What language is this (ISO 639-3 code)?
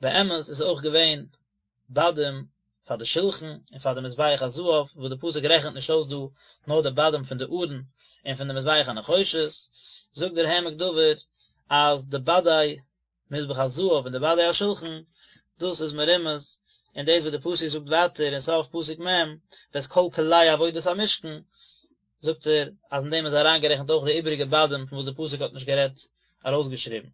yid